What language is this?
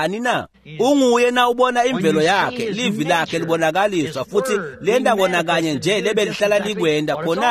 Swati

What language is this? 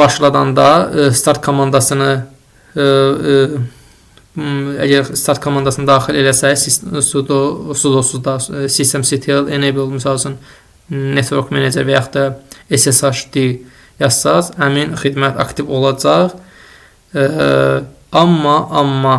Azerbaijani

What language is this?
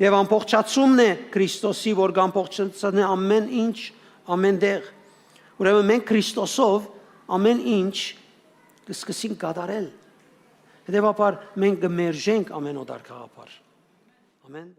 Western Armenian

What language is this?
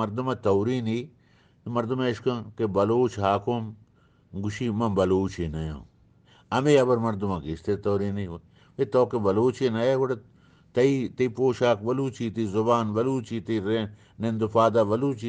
Eastern Balochi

